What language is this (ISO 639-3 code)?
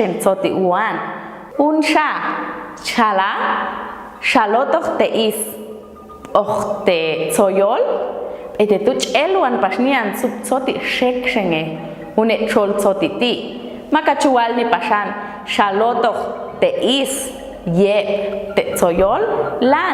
jac